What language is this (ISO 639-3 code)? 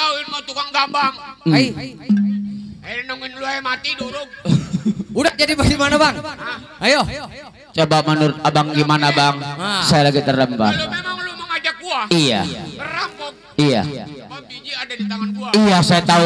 bew